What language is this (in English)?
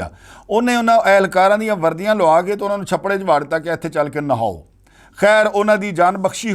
Western Panjabi